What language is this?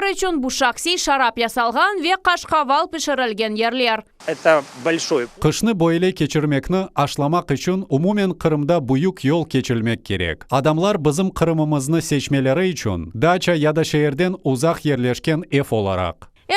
Crimean Tatar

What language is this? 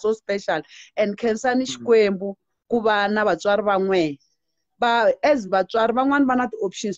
Tsonga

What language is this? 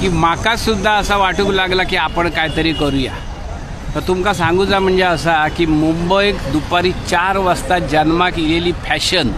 Konkani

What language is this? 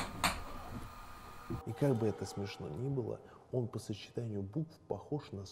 Russian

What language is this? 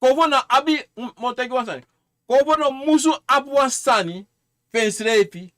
Sranan Tongo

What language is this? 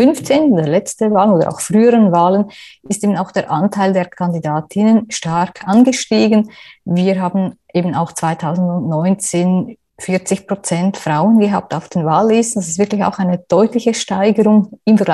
German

